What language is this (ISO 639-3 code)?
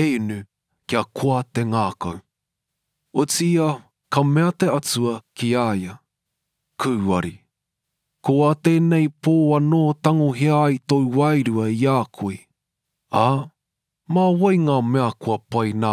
mri